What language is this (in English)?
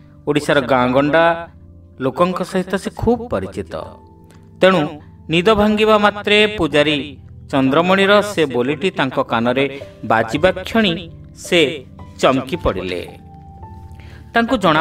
Odia